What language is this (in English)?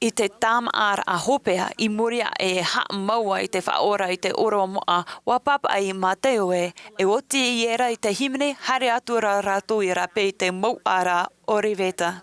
Tahitian